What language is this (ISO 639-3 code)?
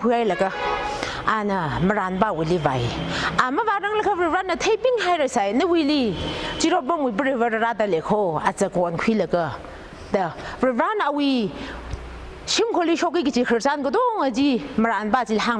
nmf